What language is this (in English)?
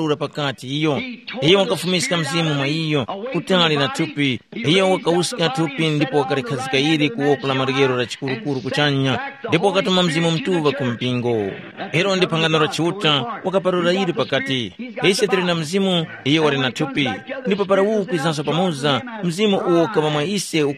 Tumbuka